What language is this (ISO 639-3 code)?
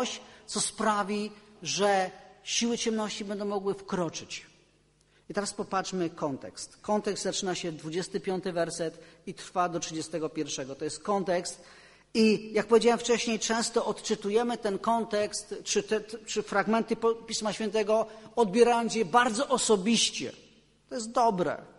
pol